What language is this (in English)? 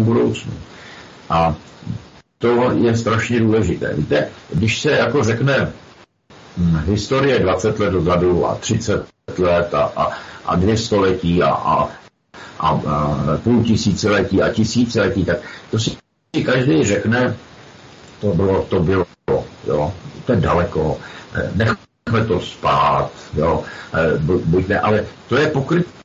Czech